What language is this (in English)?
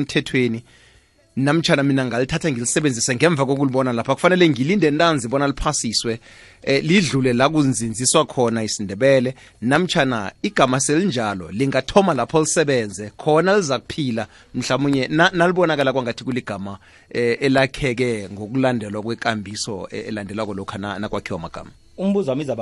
South Ndebele